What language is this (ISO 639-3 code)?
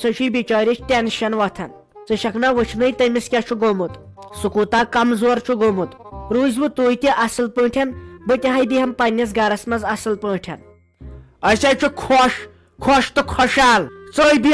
kas